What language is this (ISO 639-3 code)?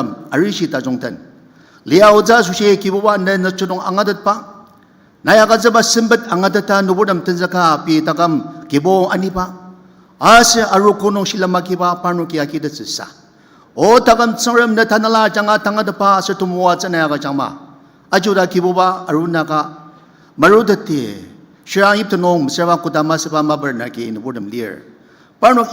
njo